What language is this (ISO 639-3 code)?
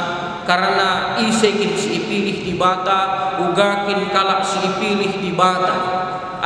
btx